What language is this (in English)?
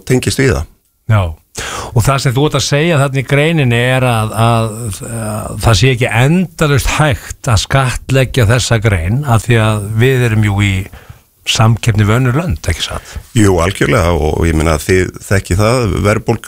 Icelandic